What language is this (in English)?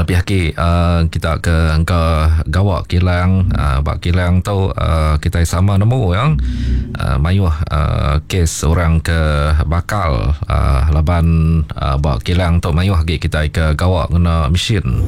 Iban